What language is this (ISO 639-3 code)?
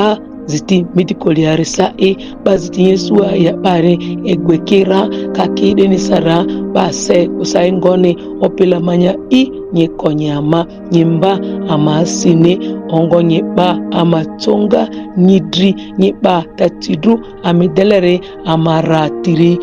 mhi